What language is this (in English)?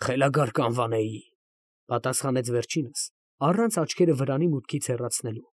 Armenian